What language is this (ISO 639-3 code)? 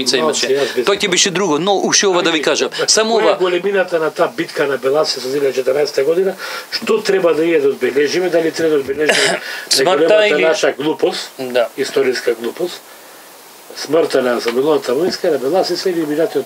mkd